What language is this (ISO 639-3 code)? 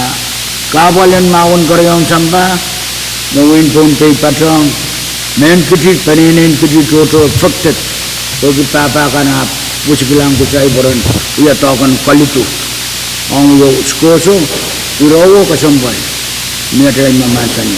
pon